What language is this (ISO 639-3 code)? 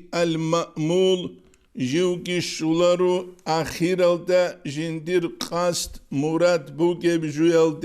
ava